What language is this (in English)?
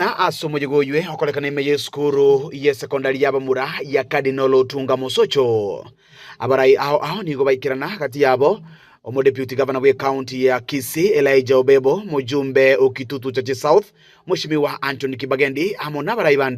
Gusii